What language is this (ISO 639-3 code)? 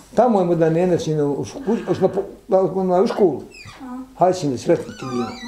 bos